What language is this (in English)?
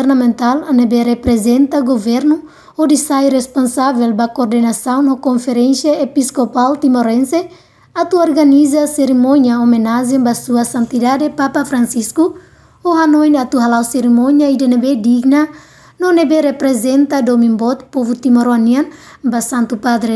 Tetum